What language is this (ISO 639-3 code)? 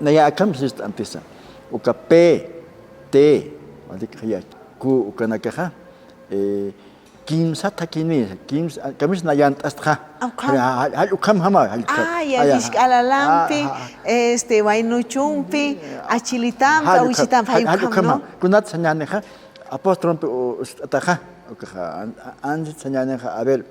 aym